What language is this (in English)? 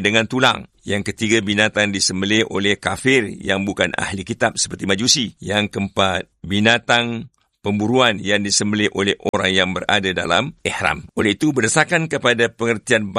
Malay